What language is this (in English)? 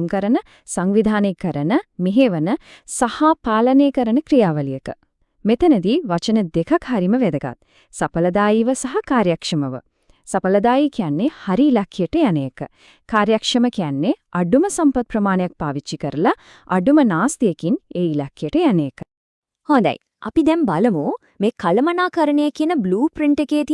Sinhala